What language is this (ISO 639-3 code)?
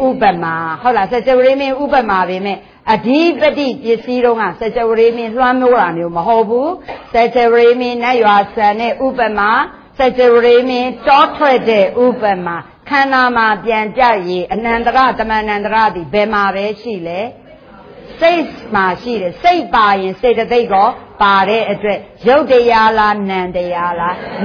mya